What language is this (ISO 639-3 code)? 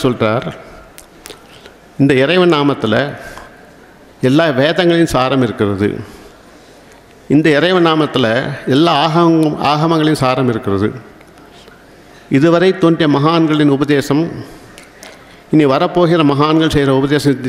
tam